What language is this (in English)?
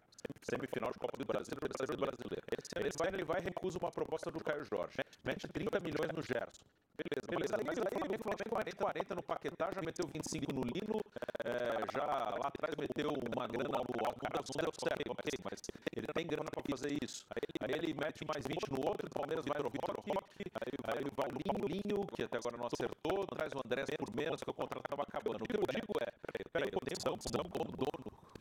Portuguese